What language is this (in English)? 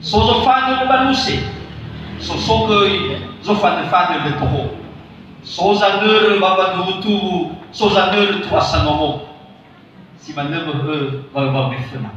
Nias